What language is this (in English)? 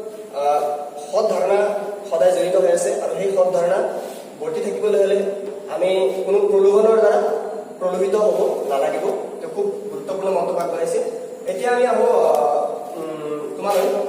Assamese